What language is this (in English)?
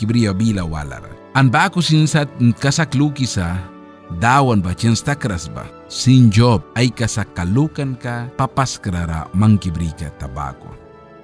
Mískito